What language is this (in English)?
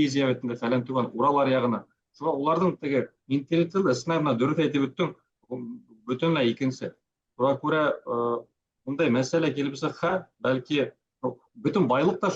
Bashkir